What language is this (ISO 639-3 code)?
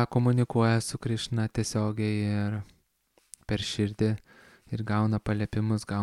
lit